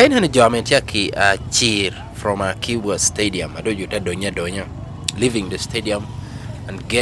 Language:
Lango (Uganda)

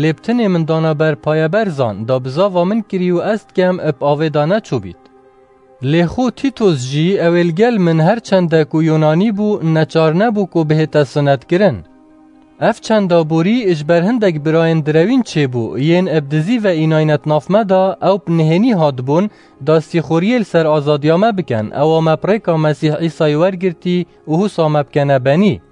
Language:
Kurdish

